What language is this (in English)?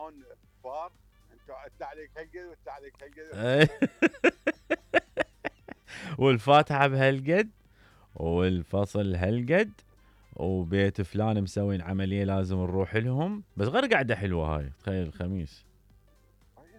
Mesopotamian Arabic